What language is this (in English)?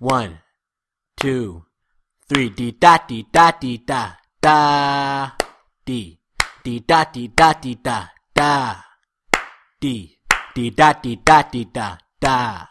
Basque